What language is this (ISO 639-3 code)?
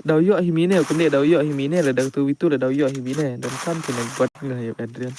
kha